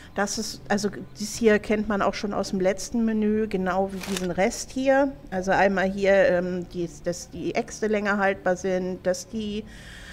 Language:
German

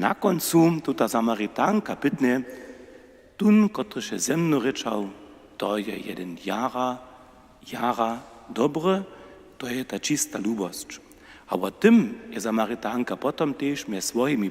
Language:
Upper Sorbian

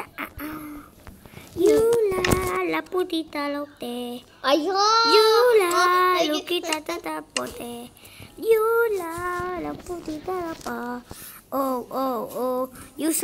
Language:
Malay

